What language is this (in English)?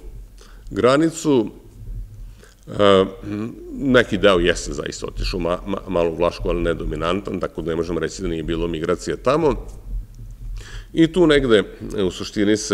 Serbian